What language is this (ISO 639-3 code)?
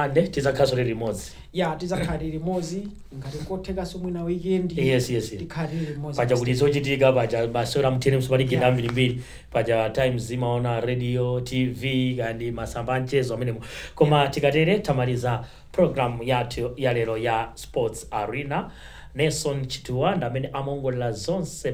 nya